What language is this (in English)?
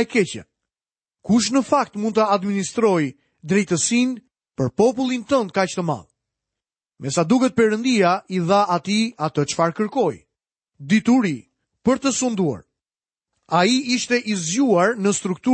Albanian